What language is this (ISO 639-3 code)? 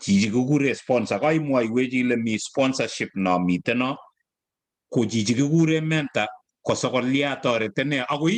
kln